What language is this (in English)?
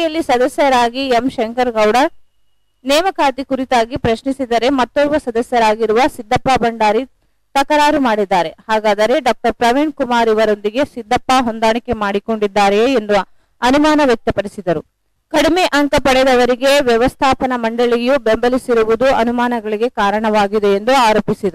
Kannada